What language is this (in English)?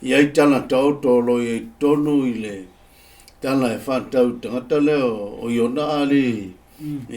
Samoan